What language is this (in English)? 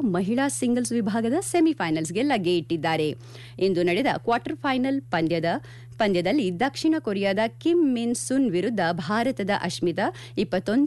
Kannada